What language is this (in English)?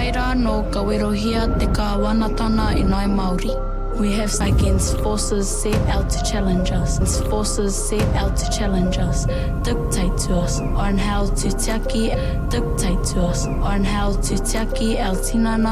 Māori